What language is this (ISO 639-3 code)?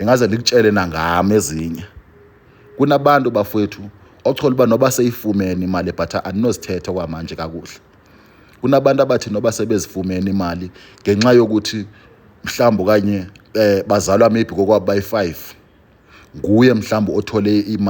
zul